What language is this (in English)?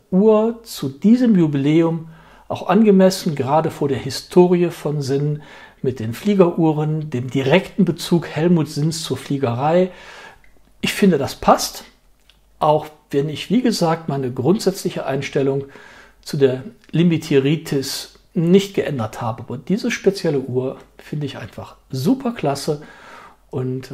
German